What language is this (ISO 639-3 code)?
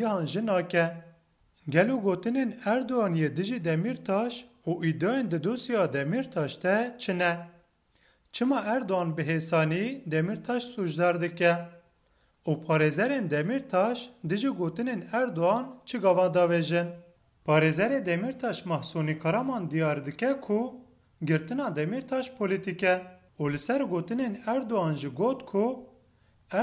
kur